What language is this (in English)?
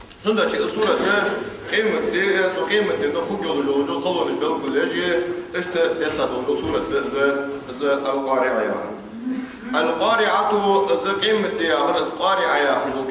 Ingush